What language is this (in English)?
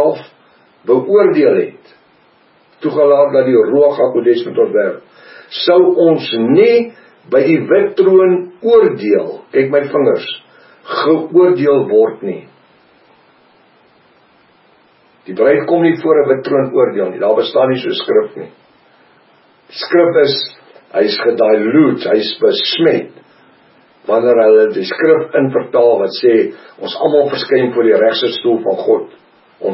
Afrikaans